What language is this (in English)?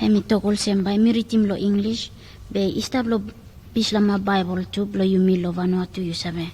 Bislama